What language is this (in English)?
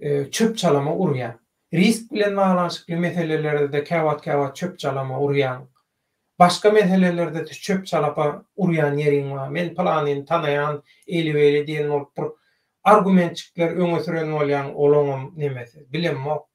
Turkmen